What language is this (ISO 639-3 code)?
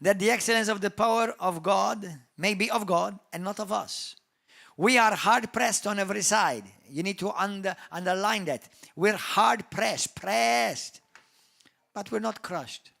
eng